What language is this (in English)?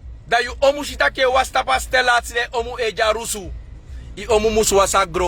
Sranan Tongo